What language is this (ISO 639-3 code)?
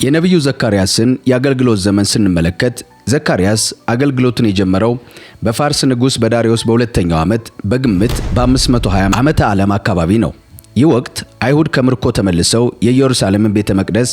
amh